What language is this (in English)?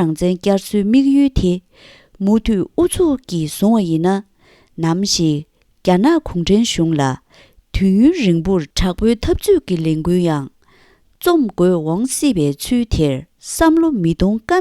Tibetan